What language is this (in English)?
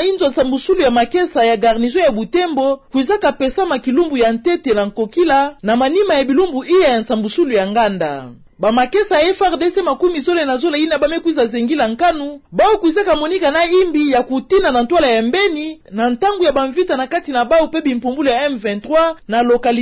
Kituba (Democratic Republic of Congo)